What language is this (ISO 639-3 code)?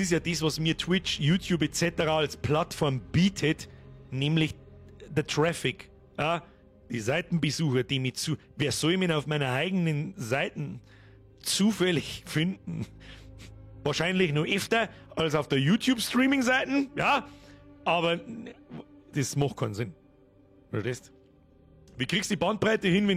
bar